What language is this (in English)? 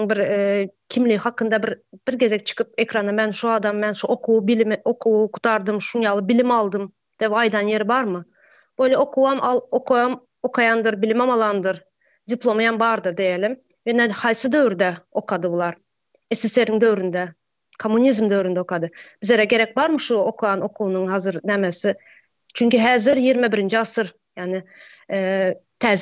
Turkmen